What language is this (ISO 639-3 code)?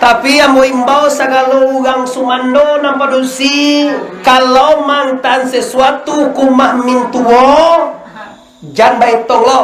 min